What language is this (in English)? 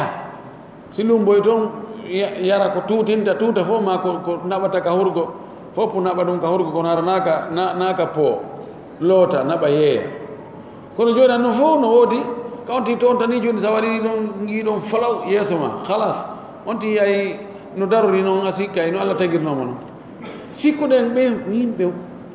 Pular